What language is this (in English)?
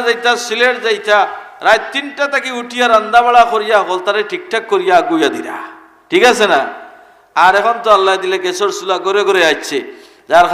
Sylheti